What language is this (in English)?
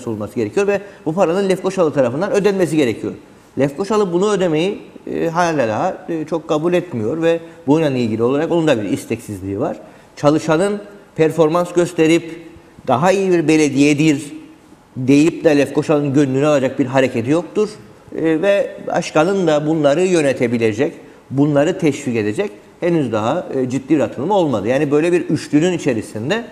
Turkish